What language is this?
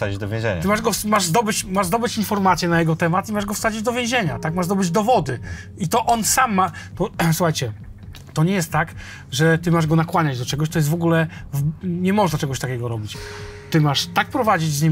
Polish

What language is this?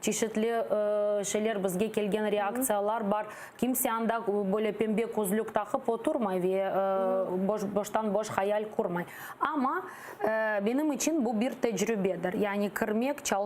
Crimean Tatar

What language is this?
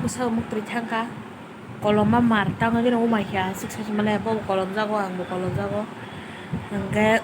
Kok Borok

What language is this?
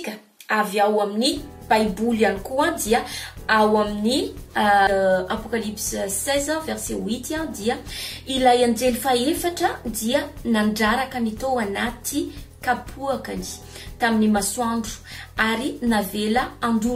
Malagasy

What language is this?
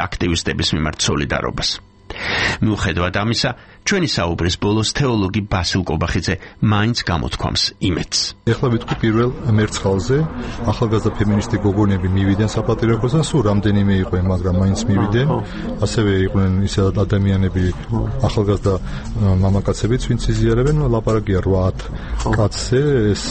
Georgian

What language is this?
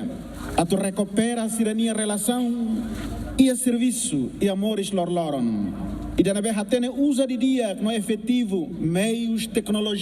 Tetum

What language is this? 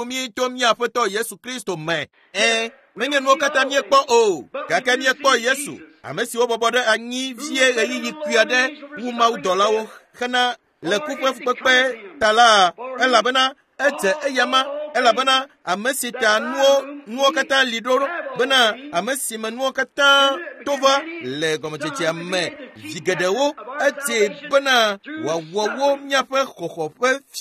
Ewe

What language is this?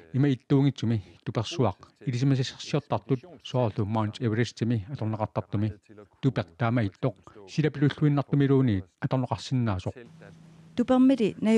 Kalaallisut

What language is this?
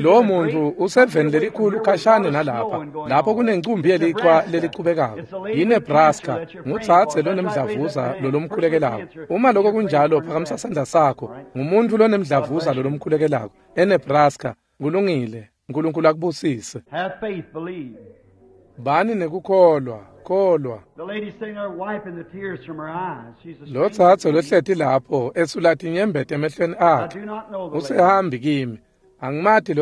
Swati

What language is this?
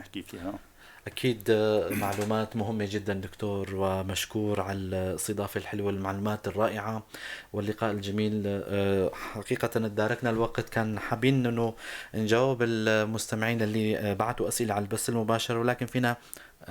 North Levantine Arabic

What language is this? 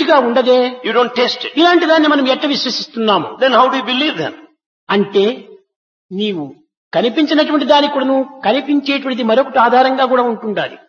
Telugu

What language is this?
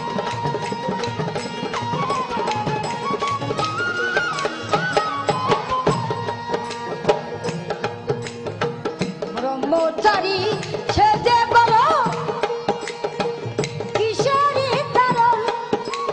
Bangla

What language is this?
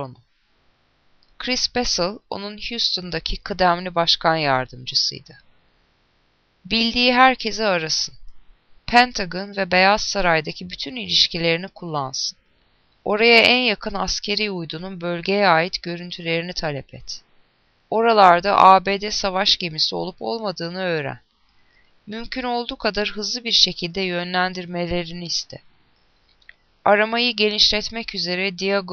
Turkish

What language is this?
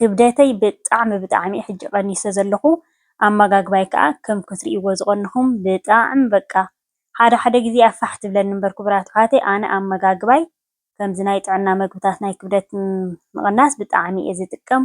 Tigrinya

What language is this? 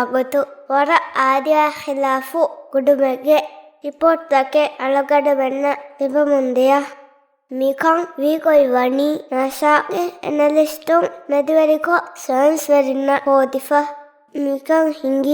Divehi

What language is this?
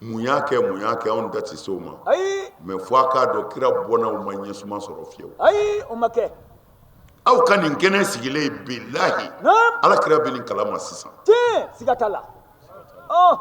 Bambara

